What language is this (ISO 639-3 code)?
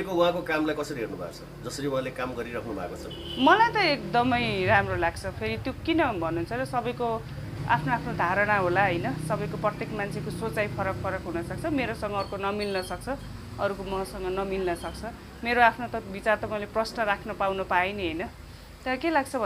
nep